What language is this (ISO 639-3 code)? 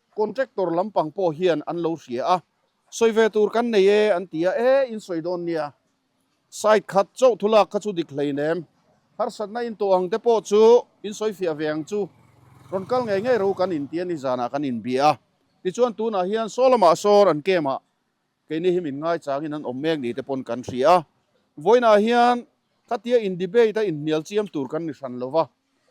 lus